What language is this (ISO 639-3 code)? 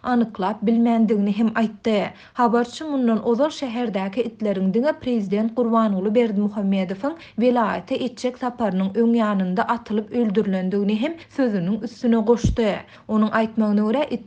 tuk